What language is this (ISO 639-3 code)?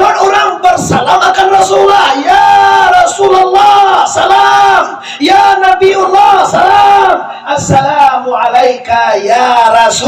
min